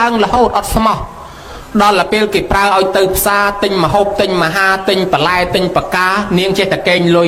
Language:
Khmer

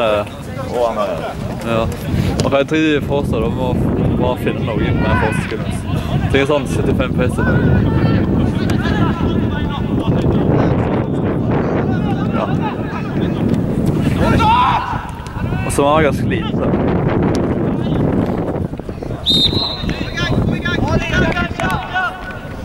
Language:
Norwegian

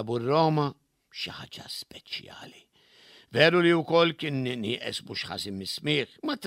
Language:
Maltese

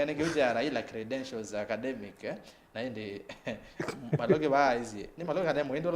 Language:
Kamba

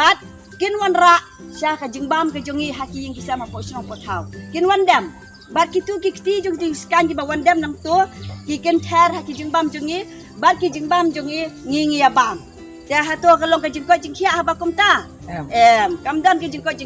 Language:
Khasi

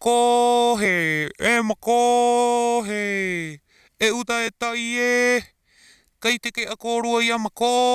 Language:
Rapanui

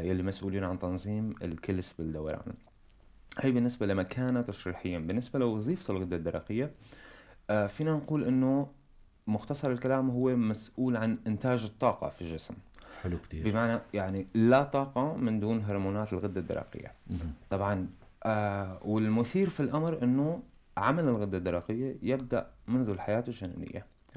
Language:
North Levantine Arabic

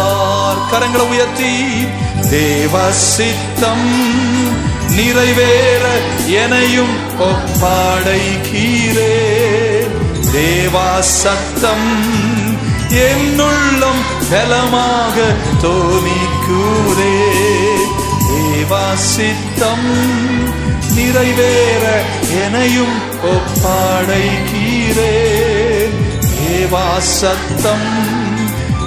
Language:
Tamil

